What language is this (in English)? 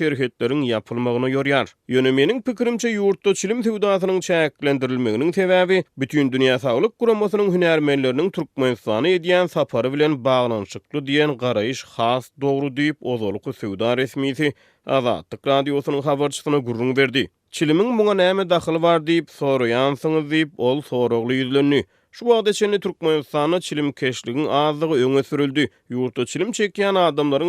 Turkmen